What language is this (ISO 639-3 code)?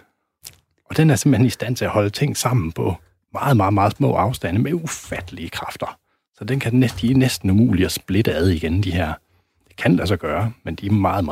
dan